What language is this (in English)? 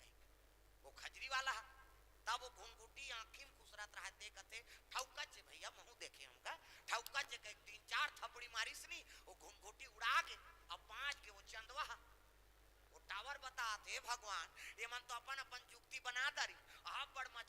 Chhattisgarhi